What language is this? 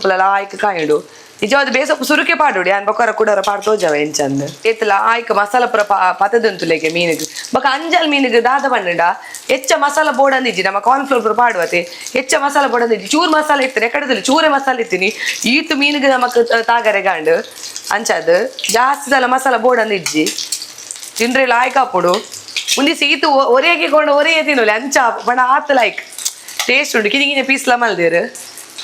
Tulu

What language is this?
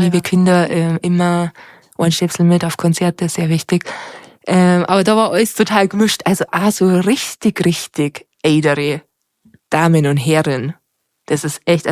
Bavarian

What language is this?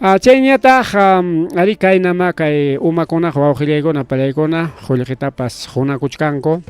Ayacucho Quechua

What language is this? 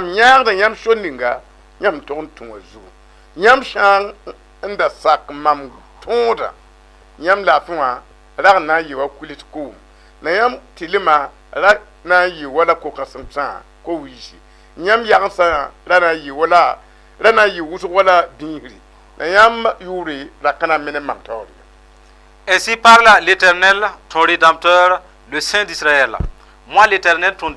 Mossi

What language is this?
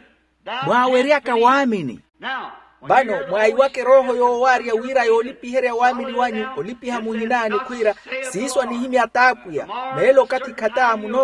Makhuwa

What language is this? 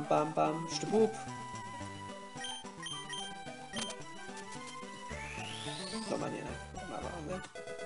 Hebrew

